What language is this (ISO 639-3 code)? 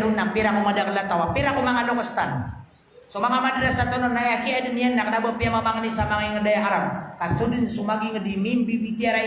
mrw